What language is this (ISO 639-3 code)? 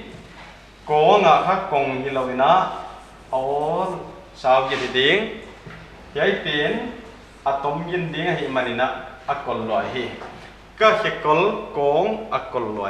pck